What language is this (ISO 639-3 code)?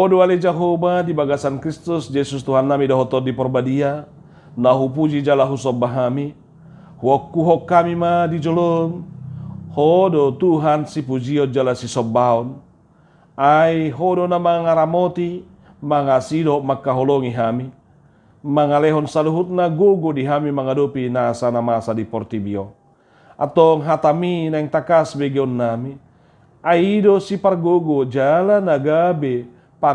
bbc